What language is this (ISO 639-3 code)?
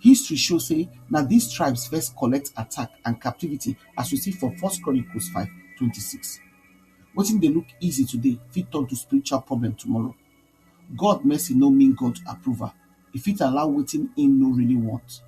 pcm